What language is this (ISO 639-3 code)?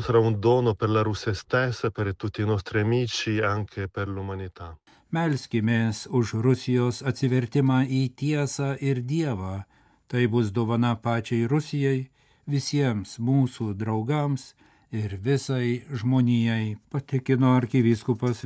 lit